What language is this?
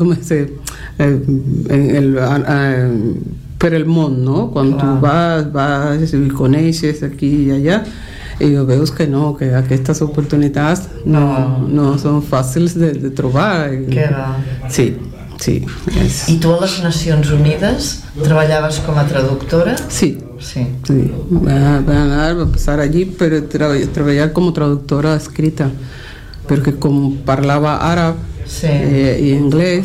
Catalan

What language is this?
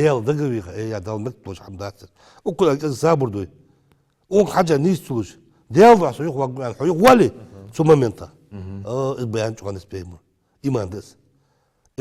Ingush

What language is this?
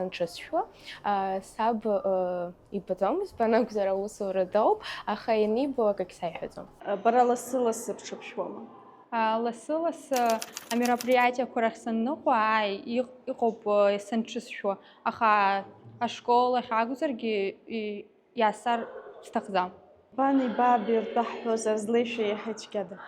Abkhazian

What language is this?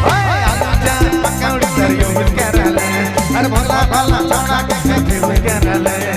Sadri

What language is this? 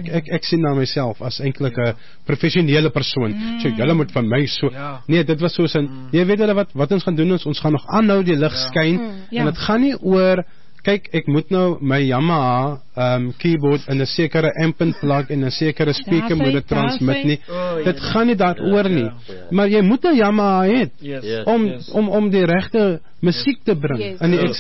Afrikaans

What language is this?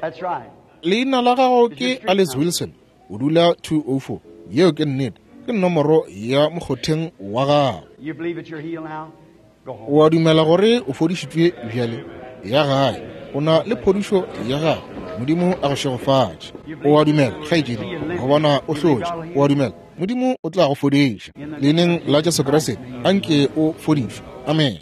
Northern Sotho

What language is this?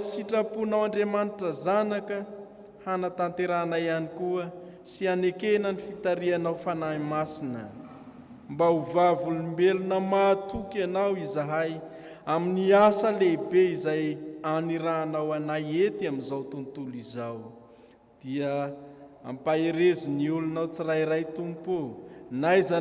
Malagasy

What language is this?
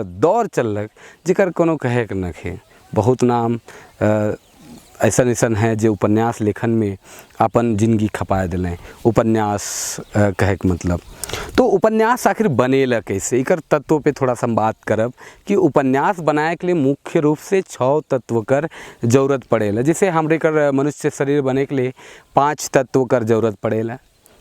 Sadri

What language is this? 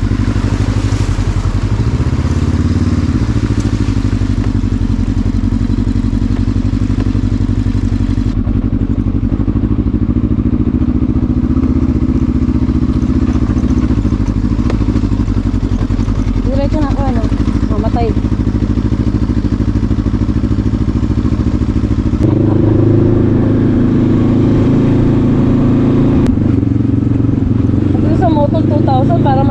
Filipino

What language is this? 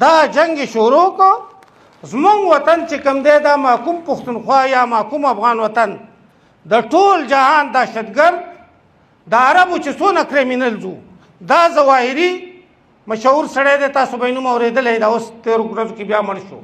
Pashto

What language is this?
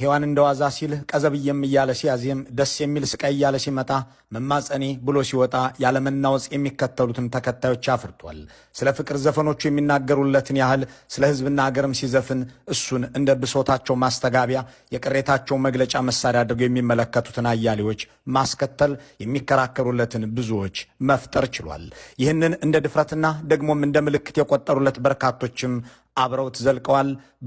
Amharic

